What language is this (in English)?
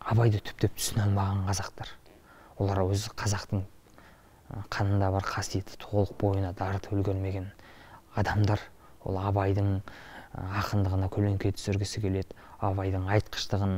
Kazakh